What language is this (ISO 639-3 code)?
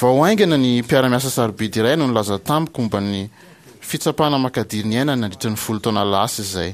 mlg